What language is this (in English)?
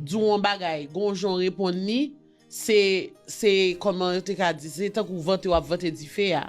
Haitian Creole